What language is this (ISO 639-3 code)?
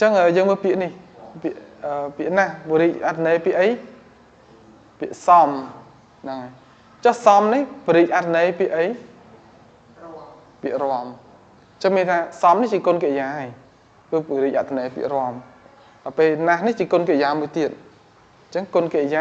khm